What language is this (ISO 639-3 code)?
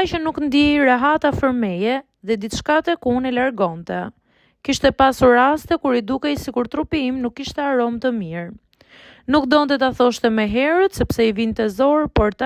sqi